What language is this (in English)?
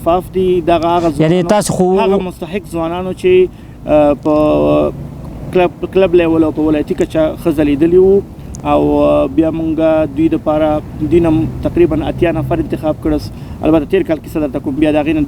Pashto